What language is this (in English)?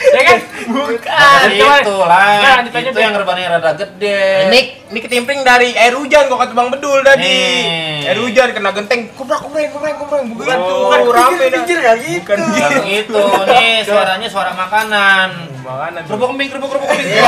Betawi